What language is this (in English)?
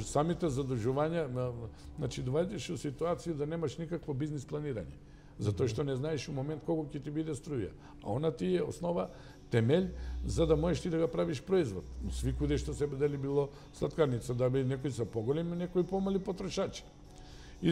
Macedonian